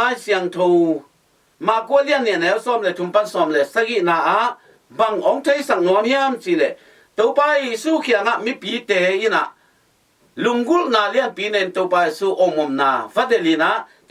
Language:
Tedim Chin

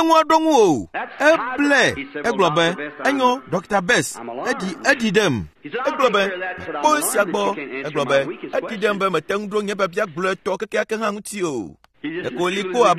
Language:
Ewe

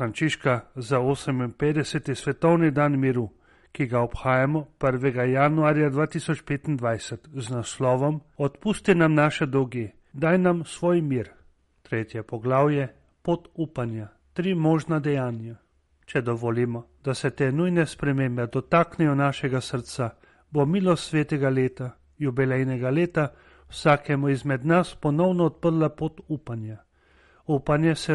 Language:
Slovenian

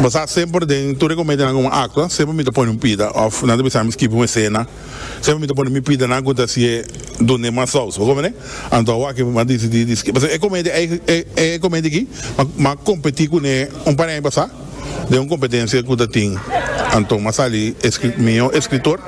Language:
Papiamento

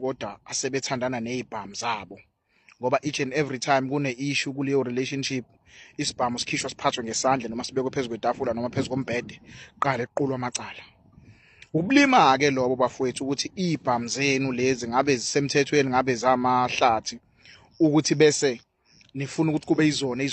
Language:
Zulu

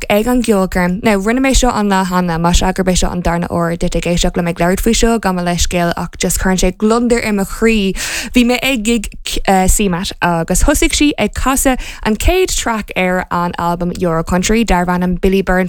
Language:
Irish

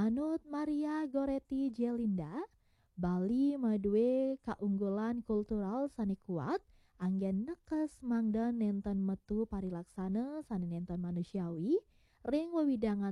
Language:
Balinese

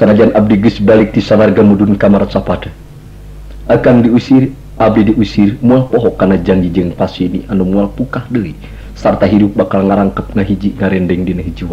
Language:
Sundanese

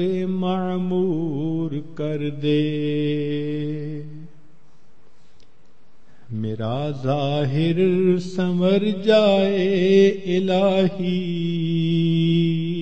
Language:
Urdu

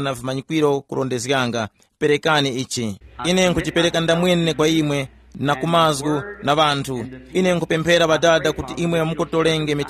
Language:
Tumbuka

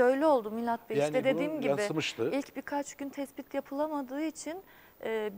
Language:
Turkish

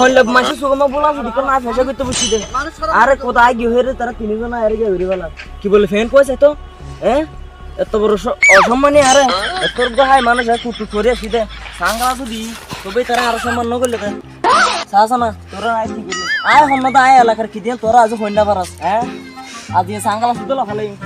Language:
Rohingya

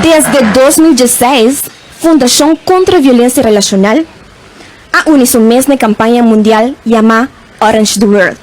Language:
Papiamento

